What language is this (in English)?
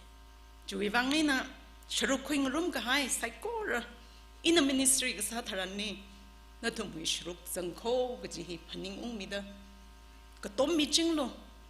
Tangkhul Naga (India)